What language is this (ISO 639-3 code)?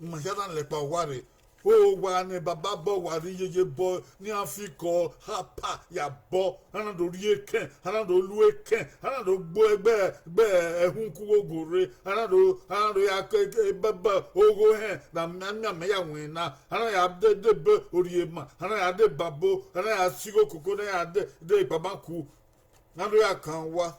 bin